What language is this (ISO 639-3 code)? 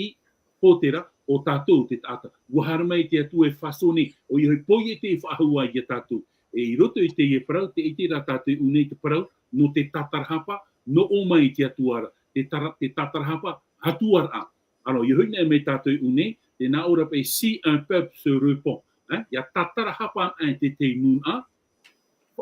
tah